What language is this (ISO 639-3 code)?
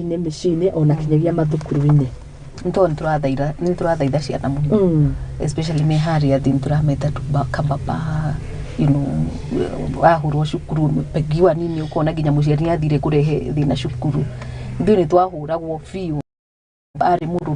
kik